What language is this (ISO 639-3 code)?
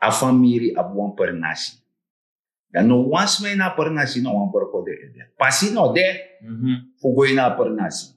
srn